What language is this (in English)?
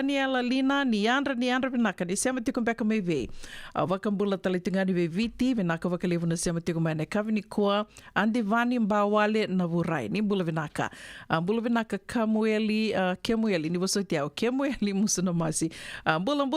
Fijian